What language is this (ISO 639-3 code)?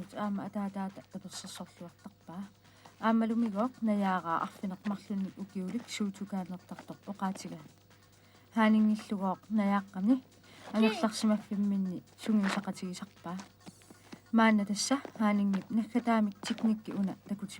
kal